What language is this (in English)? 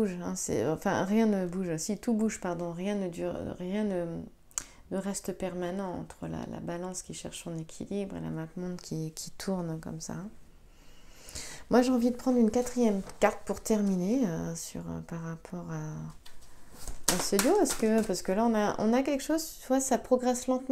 French